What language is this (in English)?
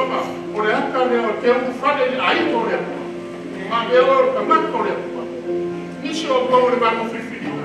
Samoan